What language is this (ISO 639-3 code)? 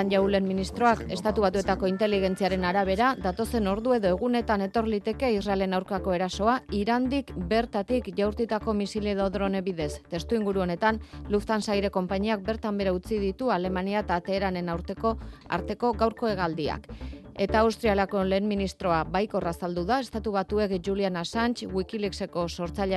eus